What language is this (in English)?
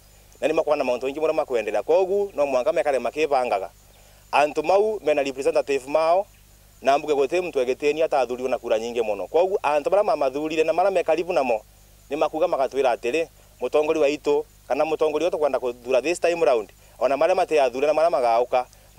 Meru